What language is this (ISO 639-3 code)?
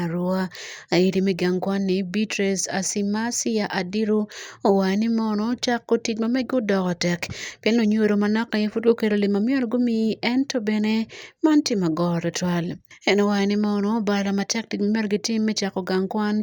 ach